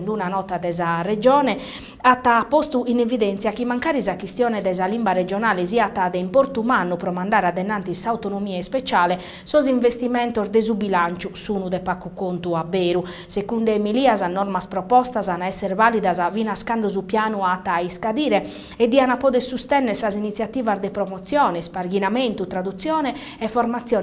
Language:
Sardinian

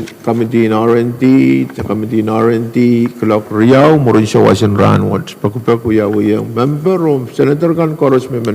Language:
Pohnpeian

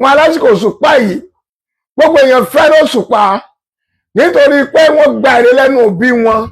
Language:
Yoruba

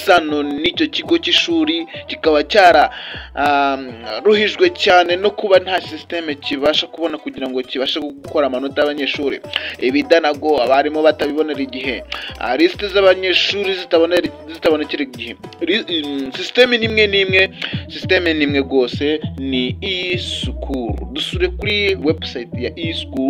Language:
Kinyarwanda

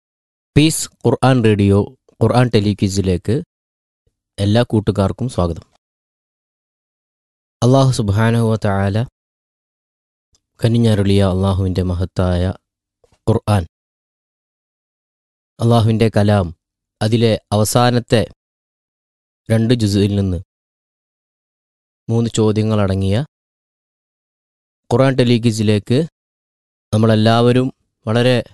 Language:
Malayalam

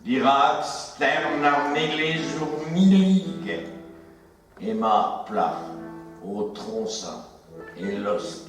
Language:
Breton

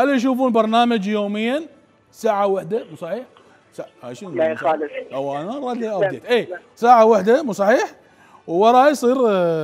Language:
Mesopotamian Arabic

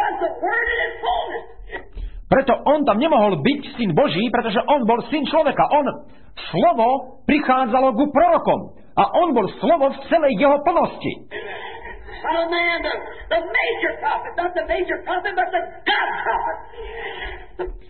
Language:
Slovak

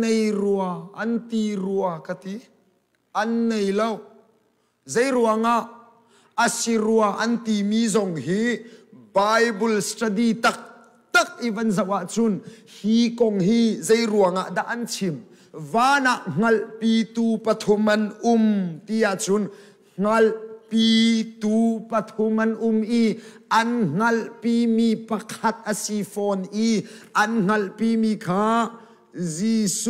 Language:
Hakha Chin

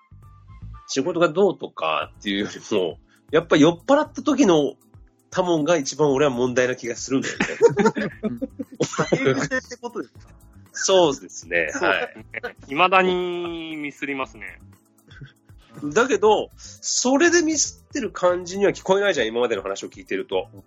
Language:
Japanese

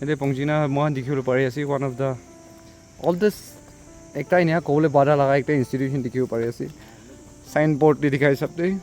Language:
Naga Pidgin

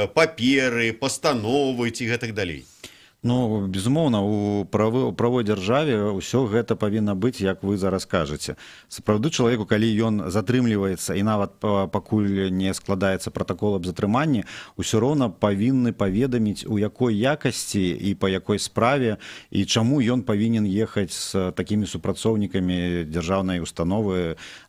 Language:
Belarusian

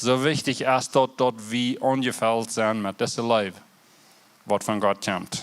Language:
Plautdietsch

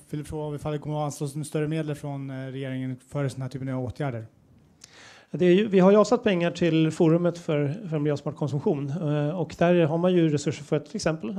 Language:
Swedish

